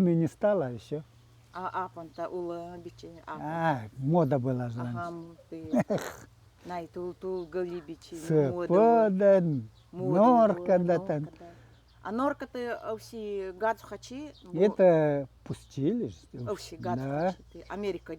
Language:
Nanai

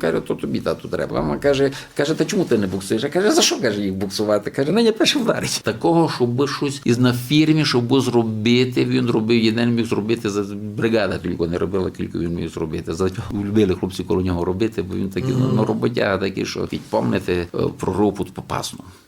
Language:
Rusyn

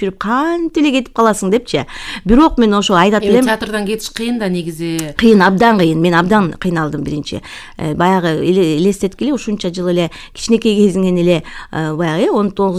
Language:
Kyrgyz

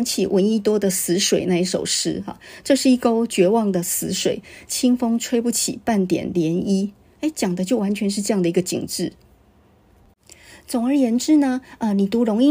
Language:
Chinese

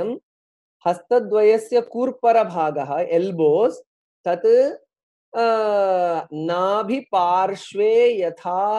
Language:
Sanskrit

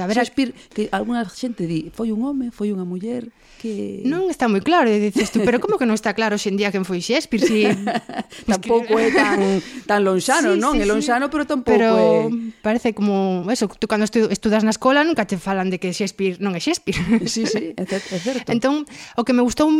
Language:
Galician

